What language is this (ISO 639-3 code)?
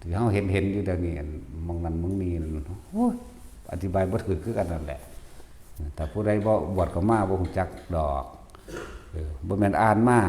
lao